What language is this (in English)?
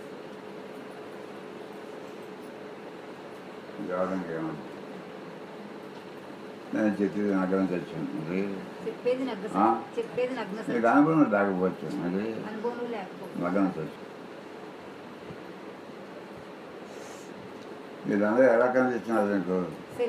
Telugu